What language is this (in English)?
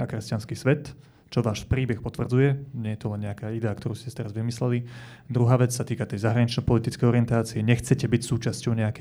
Slovak